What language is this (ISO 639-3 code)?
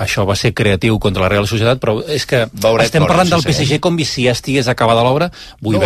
cat